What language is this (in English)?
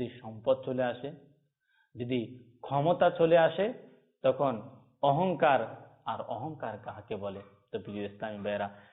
Bangla